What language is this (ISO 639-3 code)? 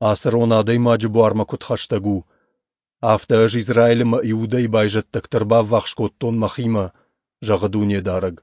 oss